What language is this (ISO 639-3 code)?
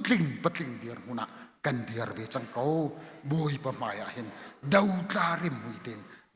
cnh